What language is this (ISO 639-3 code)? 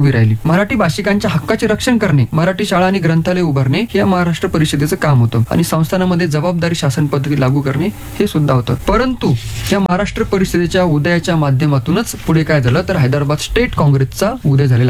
mar